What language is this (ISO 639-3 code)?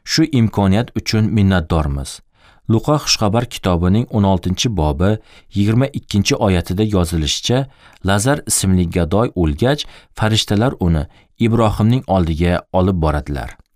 uzb